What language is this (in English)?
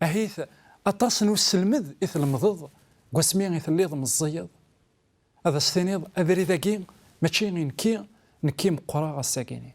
Kabyle